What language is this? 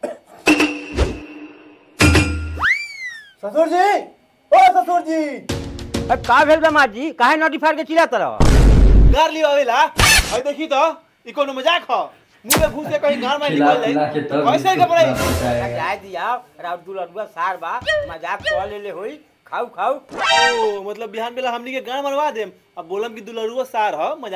Bhojpuri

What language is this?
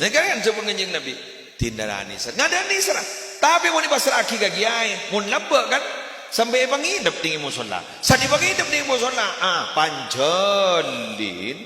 Madurese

